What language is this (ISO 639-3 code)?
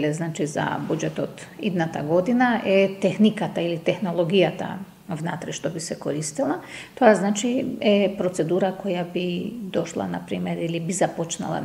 mkd